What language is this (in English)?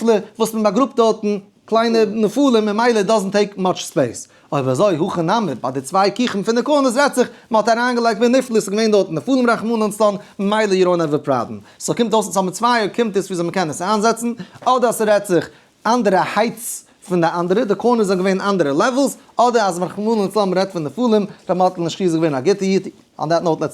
Yiddish